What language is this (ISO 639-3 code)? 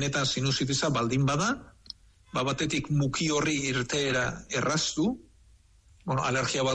eus